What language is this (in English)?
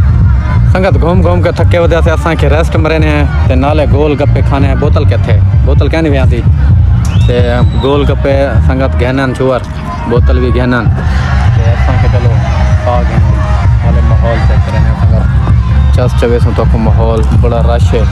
Saraiki